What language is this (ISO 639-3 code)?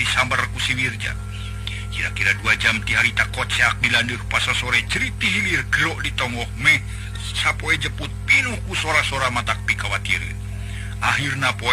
sun